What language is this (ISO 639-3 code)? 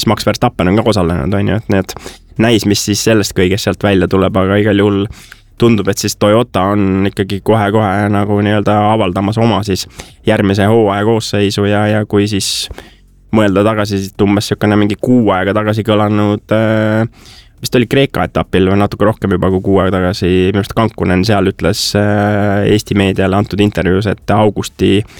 est